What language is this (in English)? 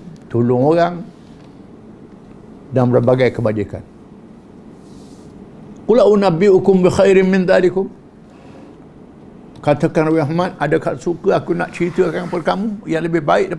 Malay